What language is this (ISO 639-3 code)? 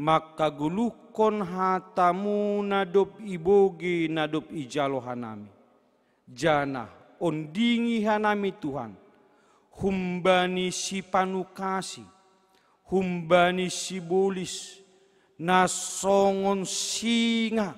bts